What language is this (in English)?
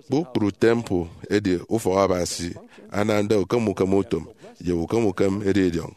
Efik